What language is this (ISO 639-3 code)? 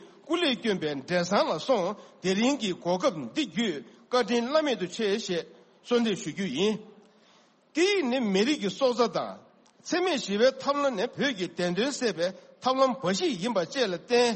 bod